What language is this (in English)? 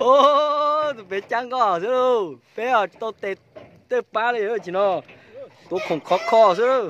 Hmong